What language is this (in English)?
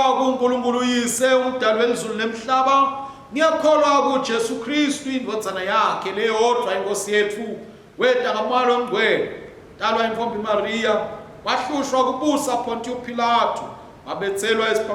Swati